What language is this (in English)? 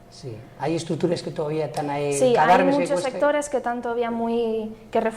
Asturian